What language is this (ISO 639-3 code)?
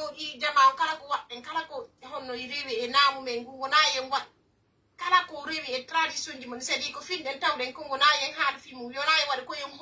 fuf